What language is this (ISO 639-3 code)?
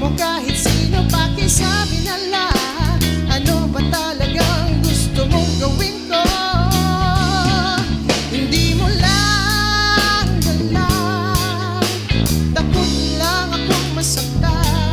fil